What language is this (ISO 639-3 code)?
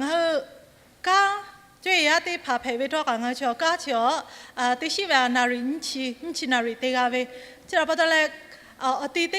lhu